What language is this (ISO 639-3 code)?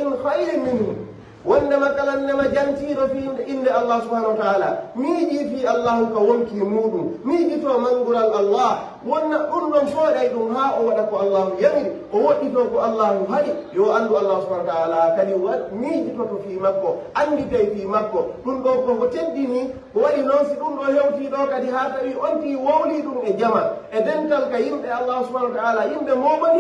fuf